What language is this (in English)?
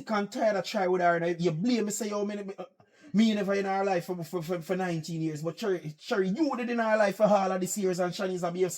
Jamaican Creole English